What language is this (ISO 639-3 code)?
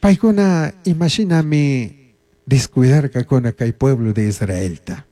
qug